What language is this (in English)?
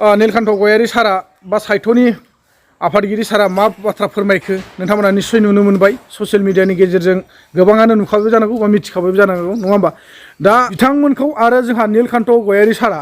Bodo